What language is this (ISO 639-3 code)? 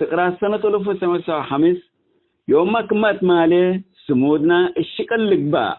tig